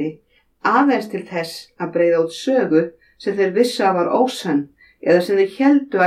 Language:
Icelandic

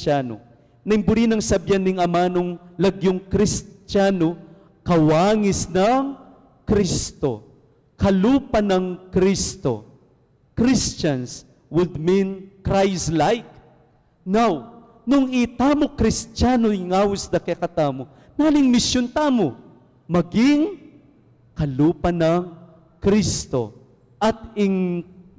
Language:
Pampanga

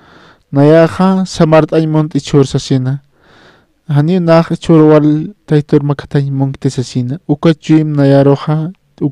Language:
Aymara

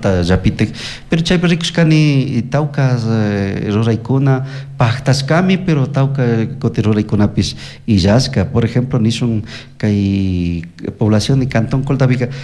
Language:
Chimborazo Highland Quichua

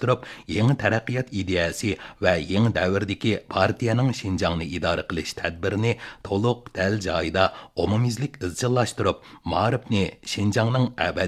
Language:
Uyghur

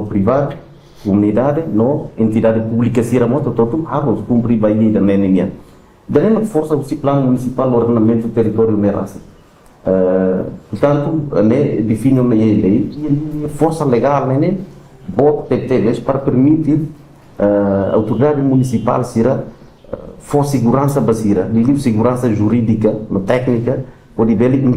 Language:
Tetum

